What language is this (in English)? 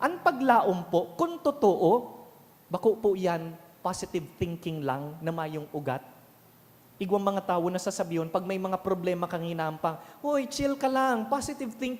Bikol